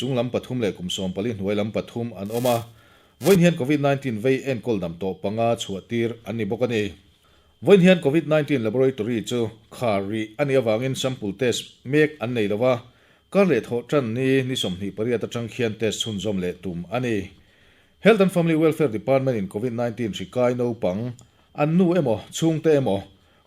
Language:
Mizo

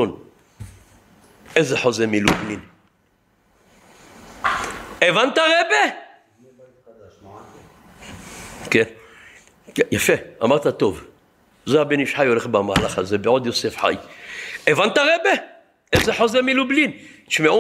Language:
Hebrew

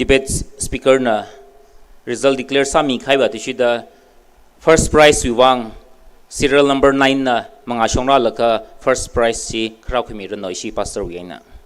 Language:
Tangkhul Naga (India)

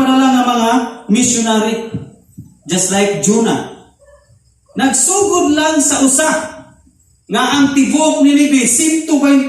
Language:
Cebuano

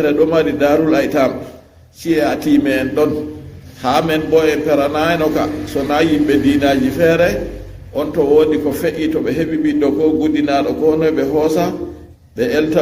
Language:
Fula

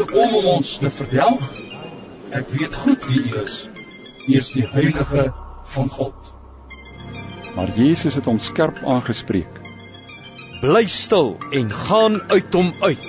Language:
Afrikaans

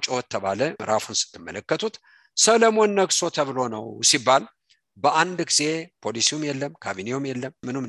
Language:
Amharic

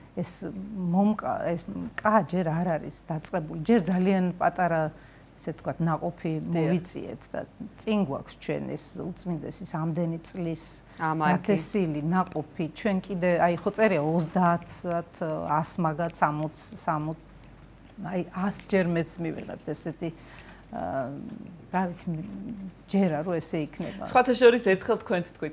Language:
Georgian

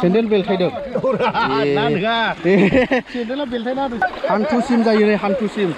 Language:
Bodo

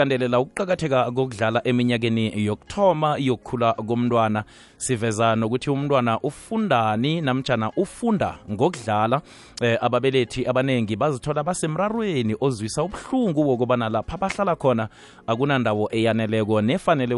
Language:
South Ndebele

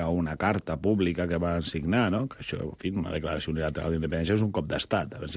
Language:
Catalan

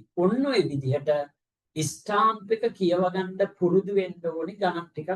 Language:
Sinhala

